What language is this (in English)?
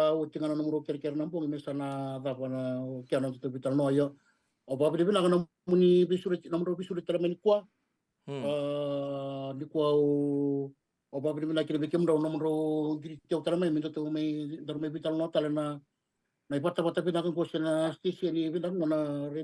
Fijian